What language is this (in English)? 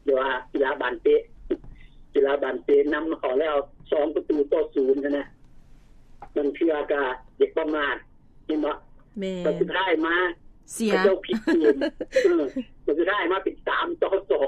Lao